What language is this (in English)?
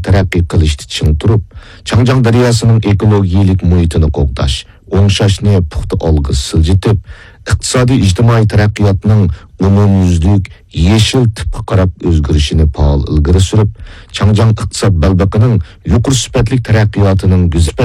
Uyghur